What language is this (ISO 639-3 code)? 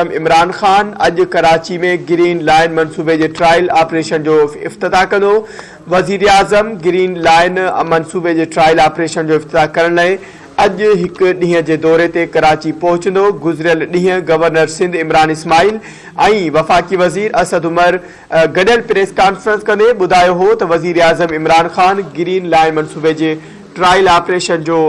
snd